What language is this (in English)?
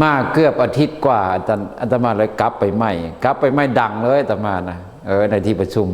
Lao